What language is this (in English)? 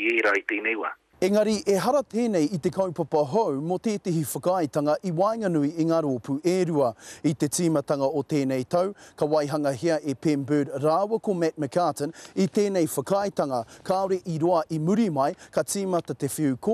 Māori